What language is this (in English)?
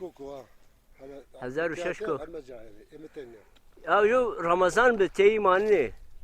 Zaza